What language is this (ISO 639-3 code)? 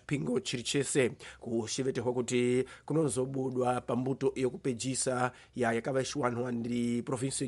tso